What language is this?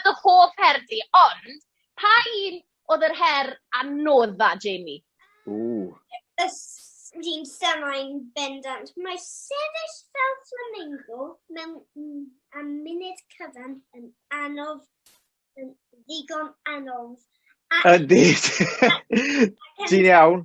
Welsh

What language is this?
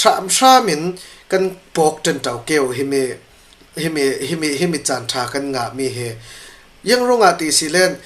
Falam Chin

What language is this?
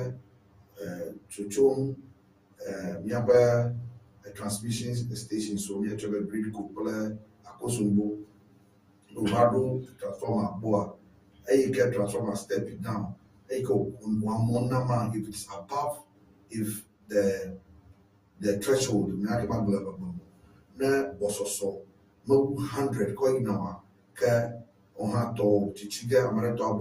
Ewe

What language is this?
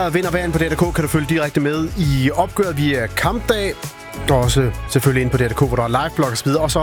Danish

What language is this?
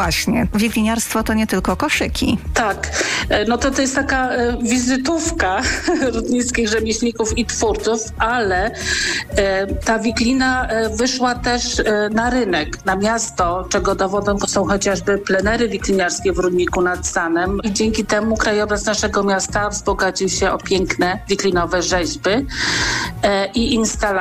Polish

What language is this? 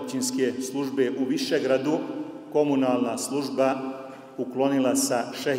Bosnian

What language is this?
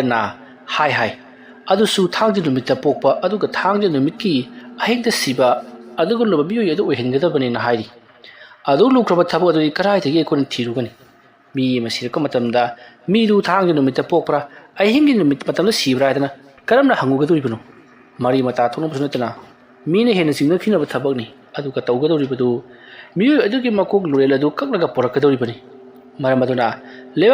Manipuri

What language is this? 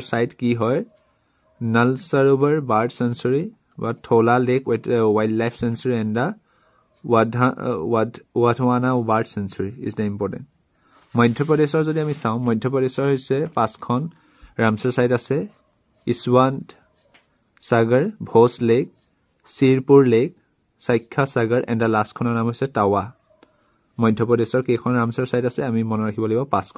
Assamese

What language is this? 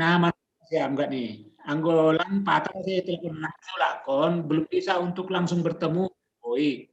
Batak Simalungun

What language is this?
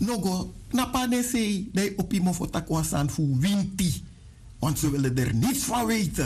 Sranan Tongo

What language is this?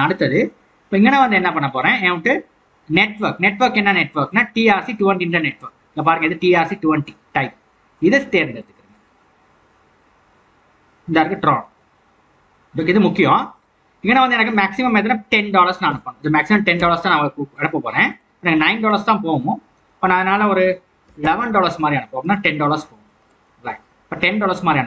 Tamil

